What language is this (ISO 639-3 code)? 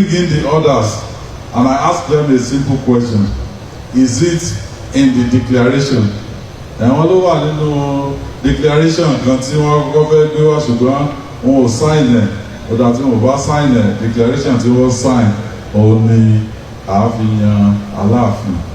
yor